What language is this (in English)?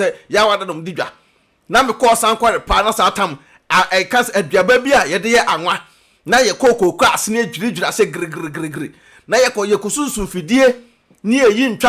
Akan